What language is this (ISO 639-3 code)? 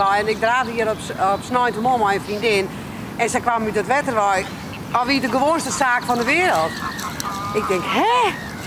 fry